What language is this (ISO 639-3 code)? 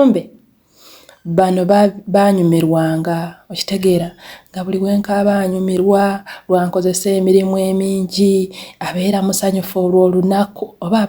lug